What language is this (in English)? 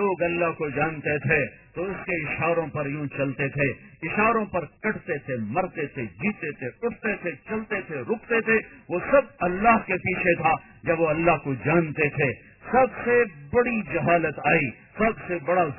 Urdu